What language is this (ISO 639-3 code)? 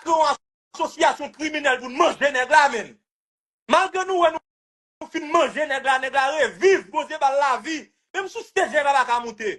hat